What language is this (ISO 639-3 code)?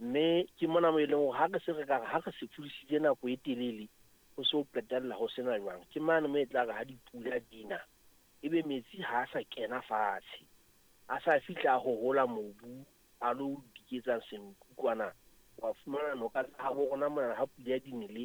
sot